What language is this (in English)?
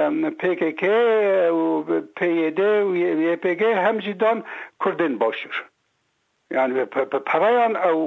Kurdish